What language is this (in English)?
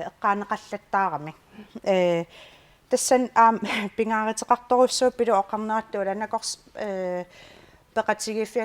Kalaallisut